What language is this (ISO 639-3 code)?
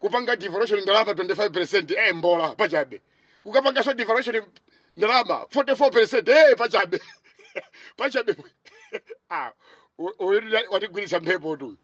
nya